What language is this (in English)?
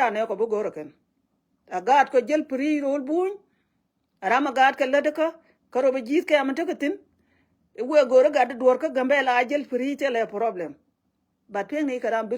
Nuer